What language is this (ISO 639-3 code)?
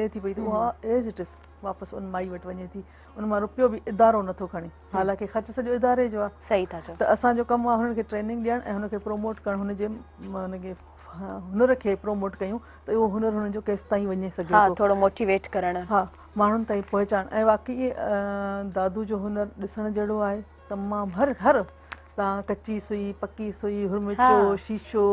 snd